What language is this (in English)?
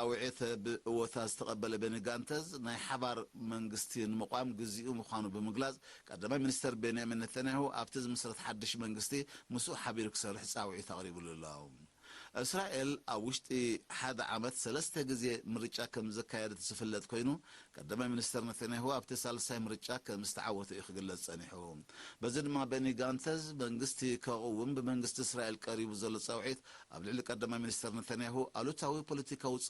Tigrinya